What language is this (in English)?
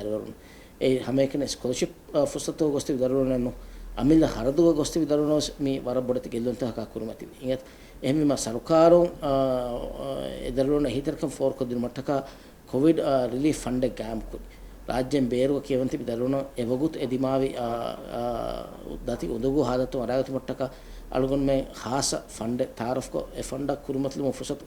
Divehi